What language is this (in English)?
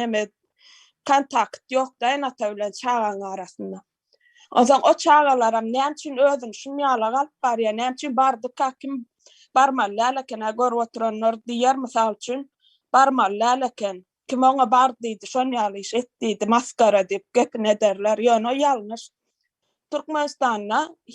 Turkmen